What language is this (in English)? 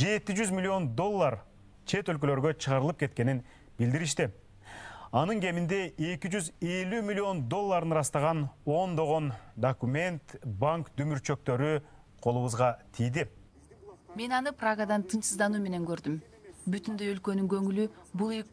Kyrgyz